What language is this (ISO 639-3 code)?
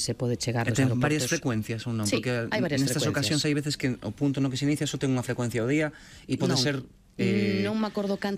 glg